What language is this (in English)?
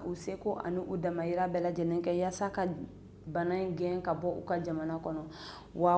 Bambara